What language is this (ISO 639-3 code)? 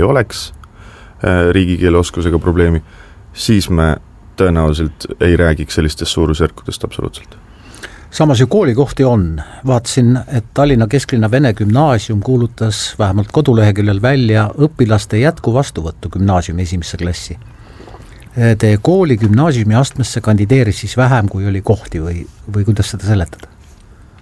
est